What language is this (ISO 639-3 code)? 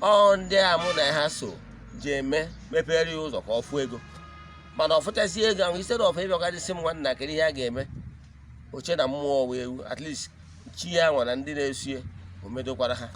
ibo